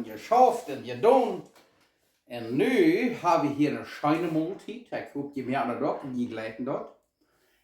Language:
Plautdietsch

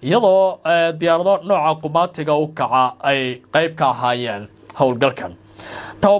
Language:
Somali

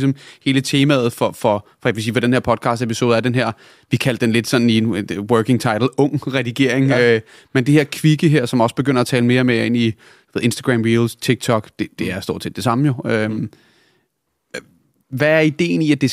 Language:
Danish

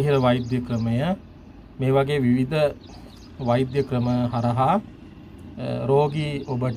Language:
Sinhala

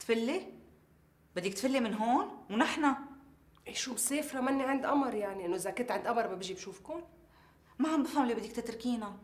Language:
North Levantine Arabic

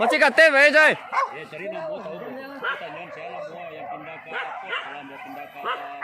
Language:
Minangkabau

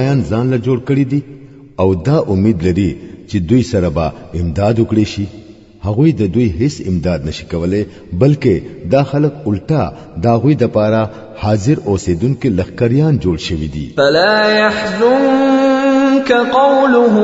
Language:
Pashto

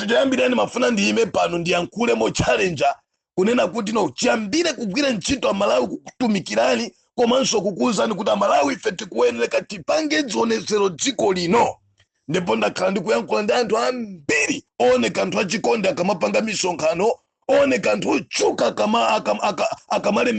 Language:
Nyanja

